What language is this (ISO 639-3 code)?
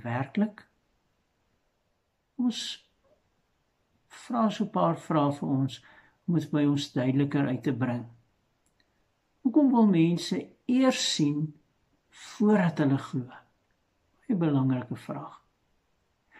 afr